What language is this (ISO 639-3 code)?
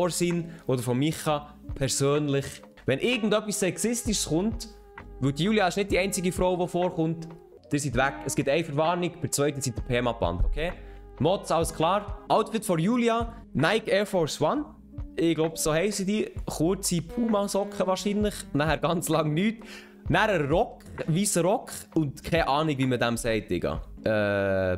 gsw